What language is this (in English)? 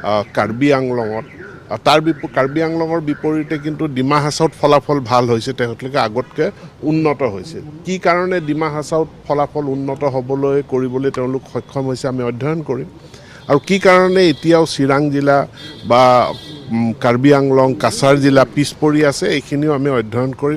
Assamese